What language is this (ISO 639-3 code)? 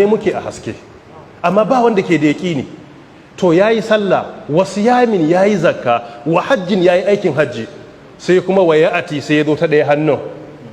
hau